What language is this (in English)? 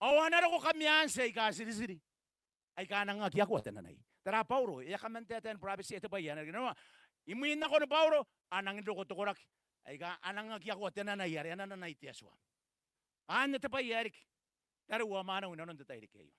Gilbertese